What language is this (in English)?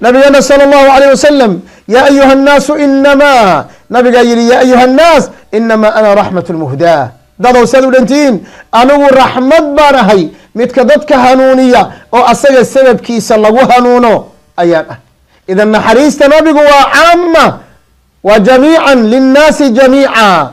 Somali